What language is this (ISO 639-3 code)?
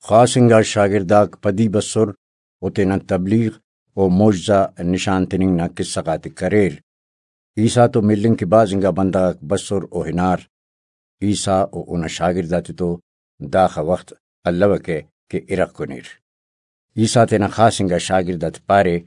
brh